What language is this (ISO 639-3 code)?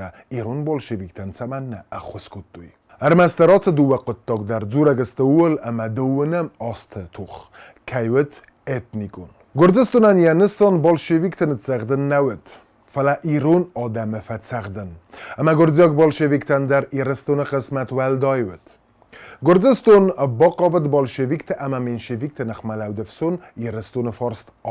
oss